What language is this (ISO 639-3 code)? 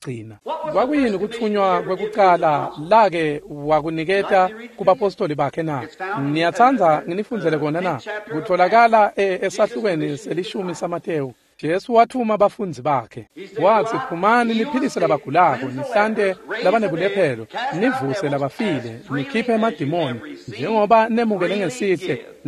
ssw